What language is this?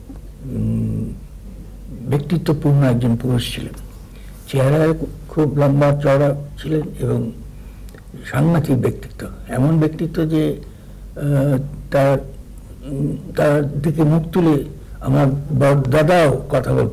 Bangla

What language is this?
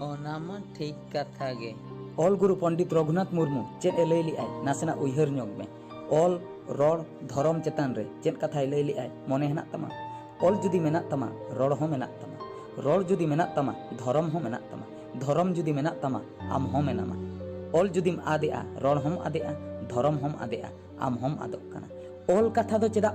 Santali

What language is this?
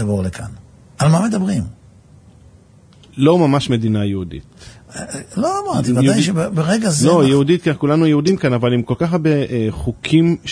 Hebrew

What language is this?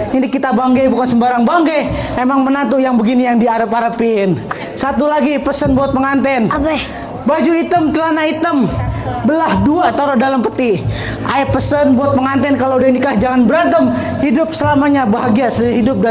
Betawi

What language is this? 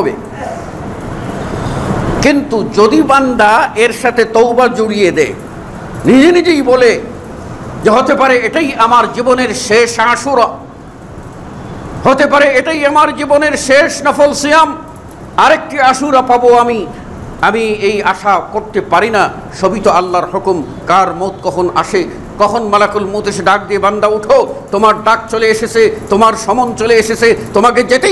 Bangla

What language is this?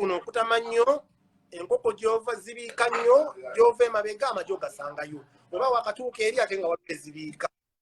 Ganda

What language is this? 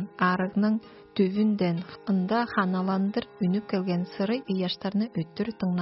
Tuvinian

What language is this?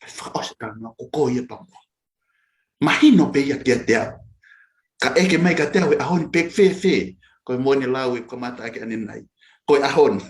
Tongan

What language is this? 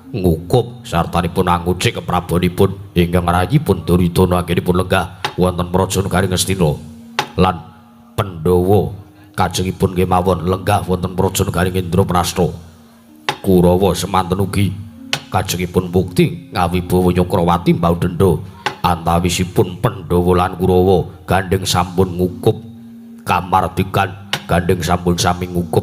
Javanese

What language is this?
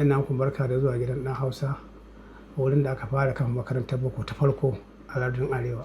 Hausa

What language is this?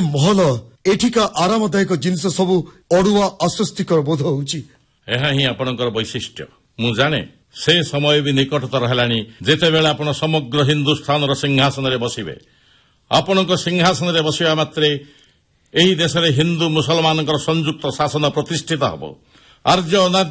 Odia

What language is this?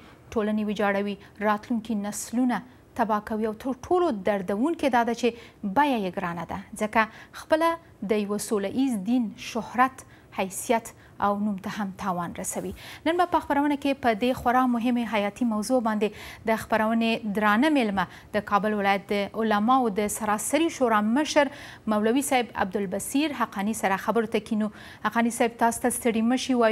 Pashto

